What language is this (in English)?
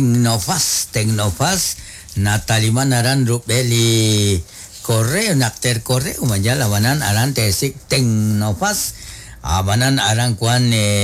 Kekchí